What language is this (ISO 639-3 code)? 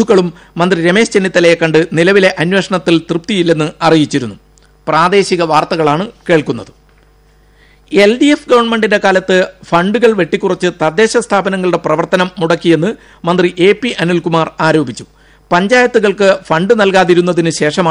mal